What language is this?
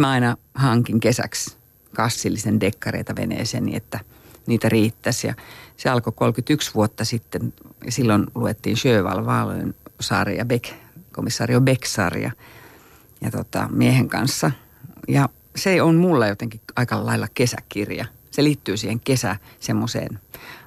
Finnish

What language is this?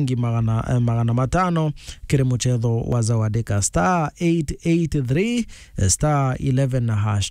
Meru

